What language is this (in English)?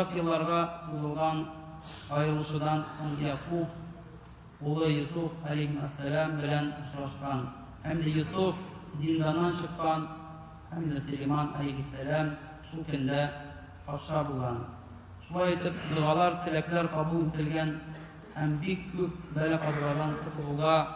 Tatar